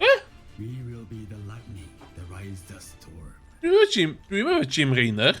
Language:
Welsh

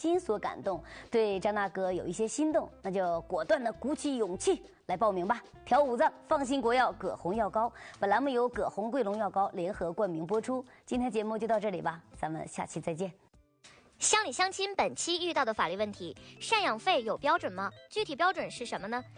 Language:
Chinese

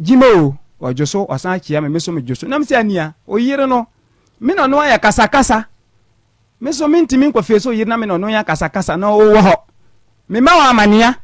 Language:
Akan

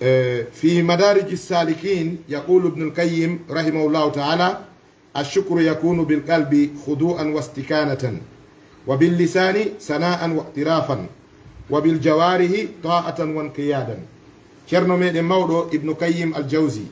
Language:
Fula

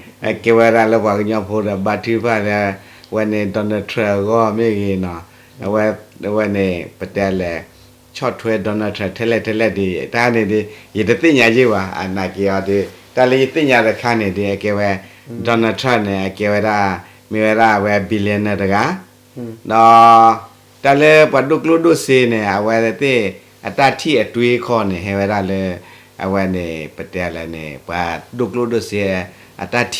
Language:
S'gaw Karen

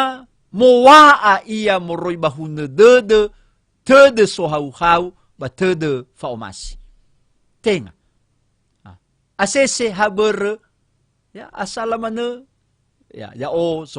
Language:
Nias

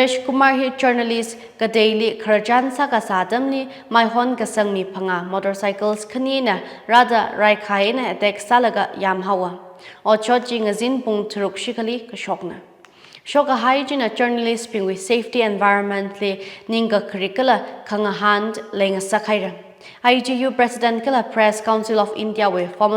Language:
Tangkhul Naga (India)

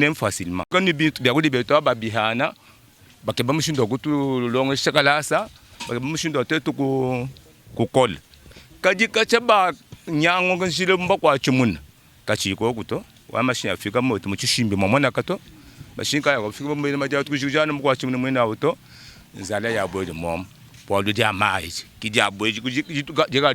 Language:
Luba-Lulua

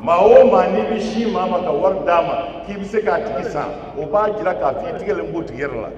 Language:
Bambara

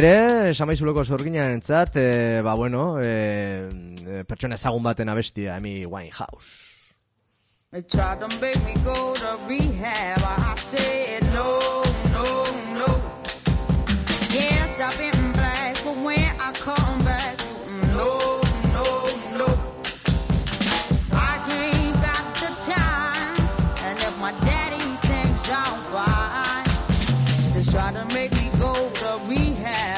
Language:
Basque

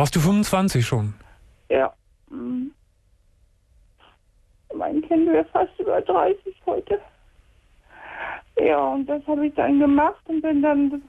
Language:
German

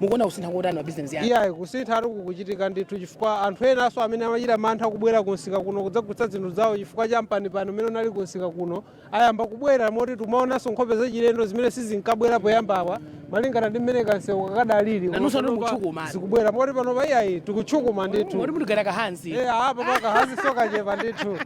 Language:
Nyanja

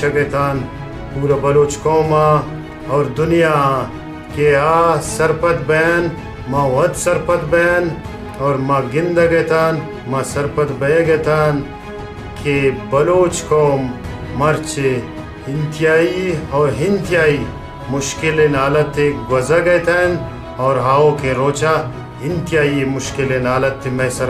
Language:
Baluchi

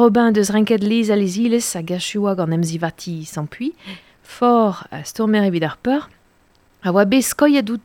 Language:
Breton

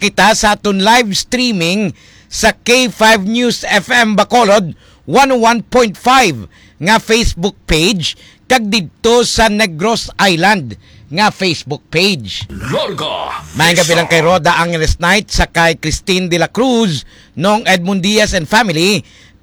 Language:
Hiligaynon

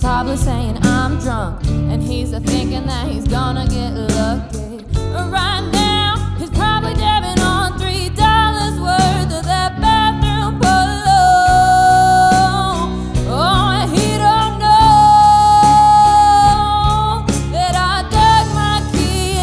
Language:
English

